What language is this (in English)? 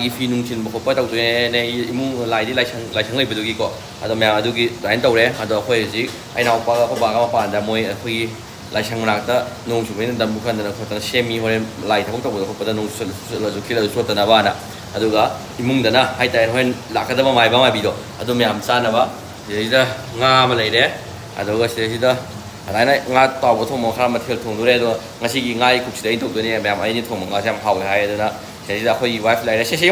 Manipuri